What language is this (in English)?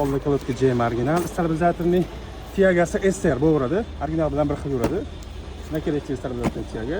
Uzbek